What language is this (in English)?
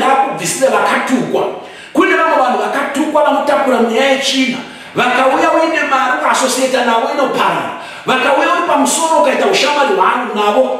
Shona